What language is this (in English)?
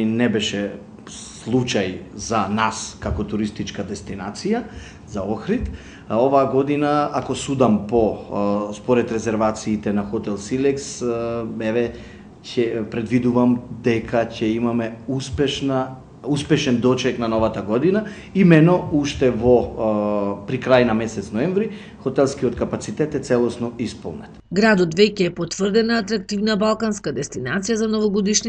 Macedonian